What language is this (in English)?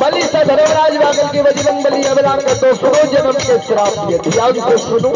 Maithili